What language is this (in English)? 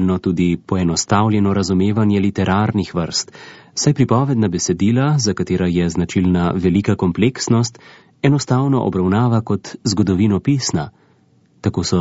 Slovenian